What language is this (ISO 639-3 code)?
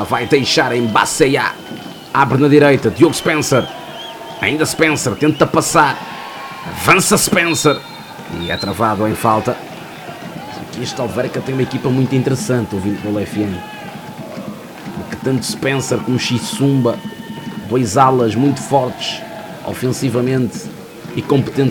por